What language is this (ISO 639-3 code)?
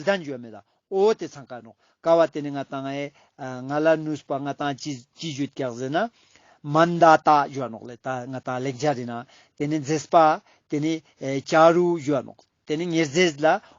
lbj